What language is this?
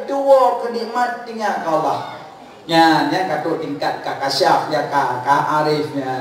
Achinese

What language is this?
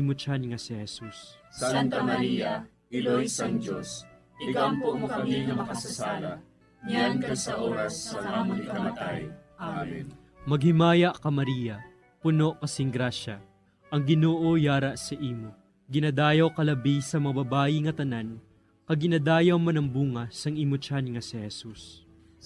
Hiligaynon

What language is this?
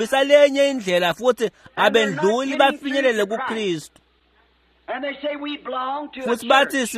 Swati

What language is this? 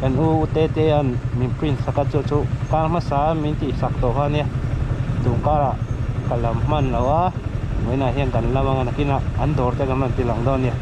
Mizo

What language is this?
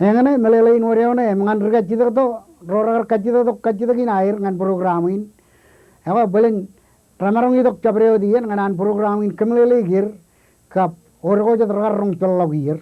Marshallese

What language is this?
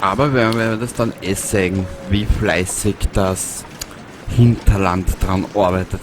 Bavarian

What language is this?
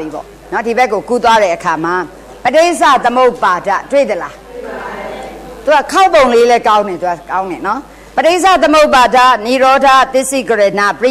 Burmese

